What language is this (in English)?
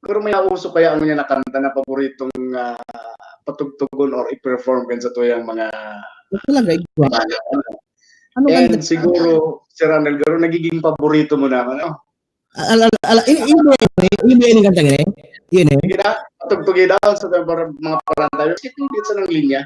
Bikol